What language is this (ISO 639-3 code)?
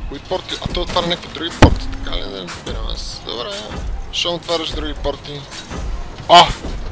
bul